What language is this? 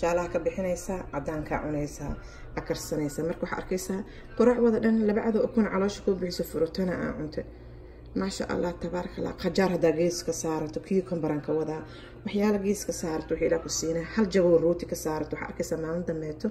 Somali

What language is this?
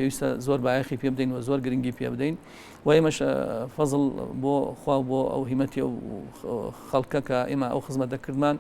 Central Kurdish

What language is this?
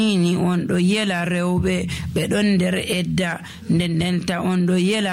Nigerian Fulfulde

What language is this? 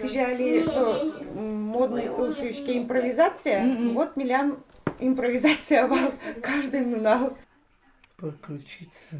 Udmurt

